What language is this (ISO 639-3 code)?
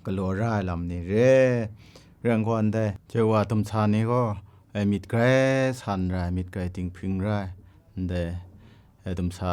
kac